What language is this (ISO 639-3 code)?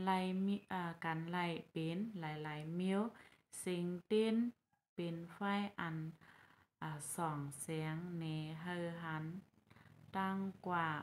shn